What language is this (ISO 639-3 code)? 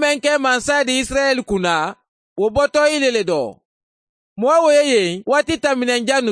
man